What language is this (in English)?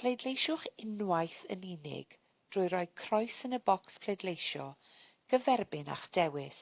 Welsh